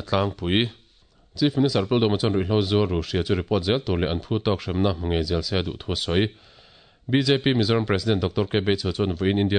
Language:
Mizo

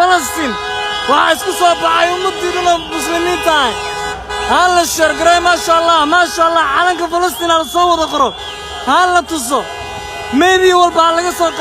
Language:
Somali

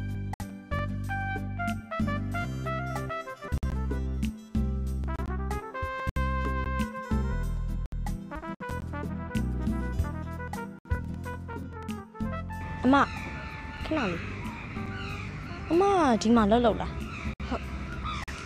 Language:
Burmese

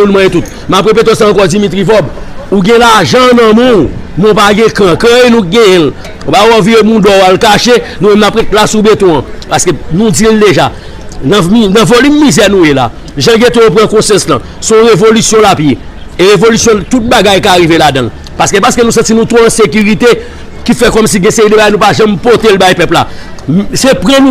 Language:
Haitian Creole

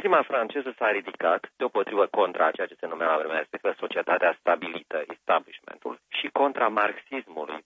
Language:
Romanian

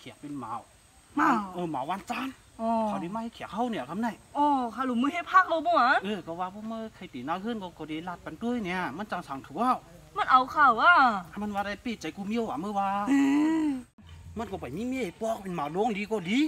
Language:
Shan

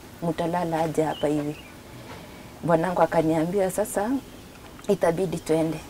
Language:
Swahili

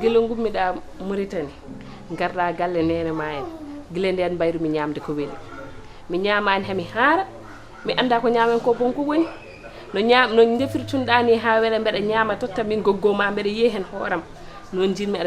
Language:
Fula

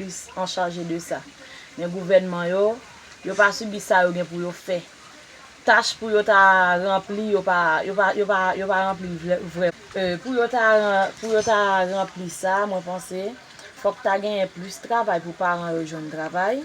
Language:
Haitian Creole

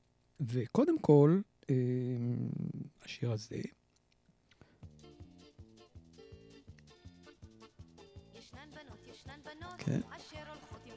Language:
Hebrew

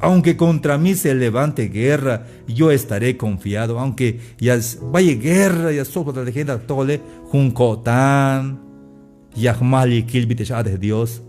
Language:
Tzeltal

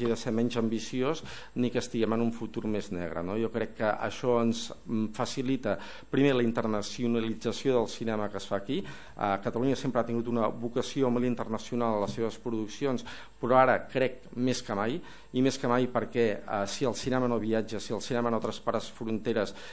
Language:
Catalan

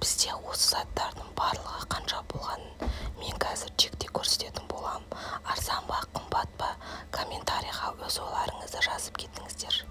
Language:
Kazakh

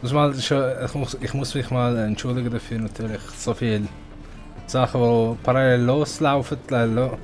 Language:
Swiss German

